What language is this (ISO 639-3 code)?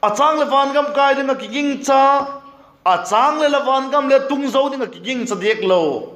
vap